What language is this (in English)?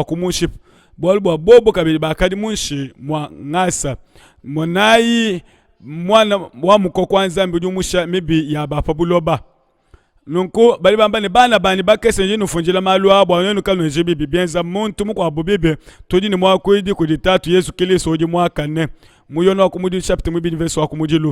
Luba-Lulua